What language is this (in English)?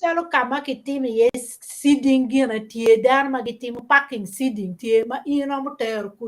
Acoli